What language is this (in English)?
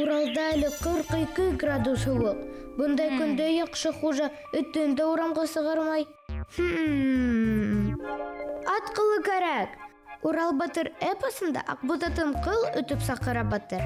Bashkir